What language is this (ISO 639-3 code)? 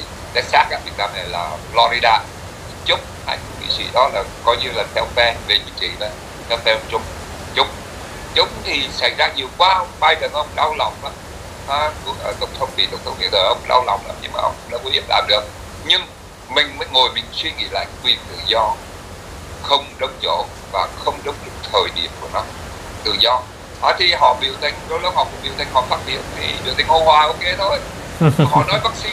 vie